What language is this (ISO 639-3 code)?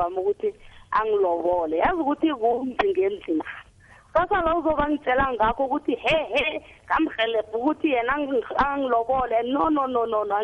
nbl